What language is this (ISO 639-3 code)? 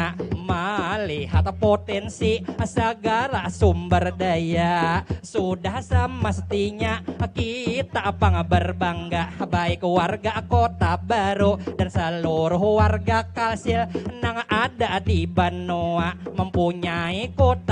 bjn